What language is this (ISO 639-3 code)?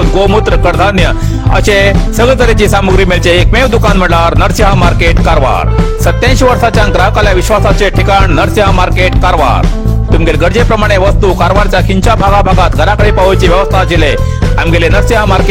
kok